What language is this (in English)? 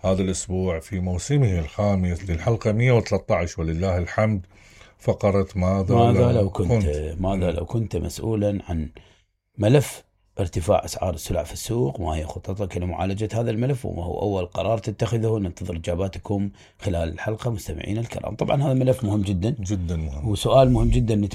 Mesopotamian Arabic